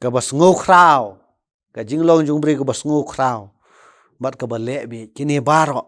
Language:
Khasi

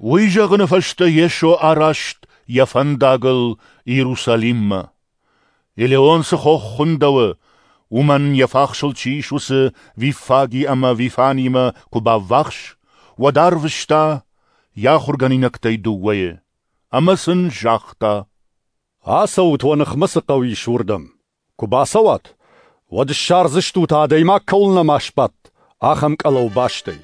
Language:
Ossetic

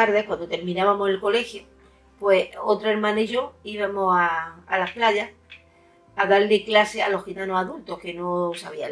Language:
Spanish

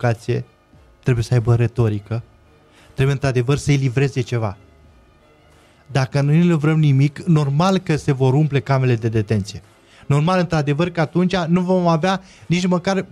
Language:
Romanian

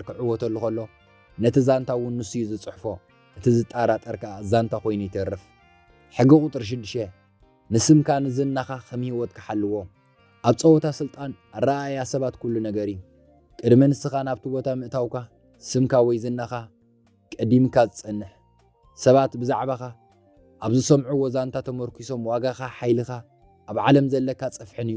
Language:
Tigrinya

